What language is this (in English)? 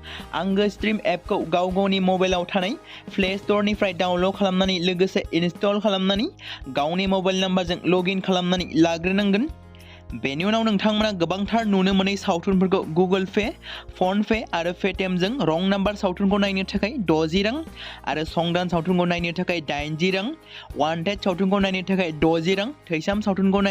Bodo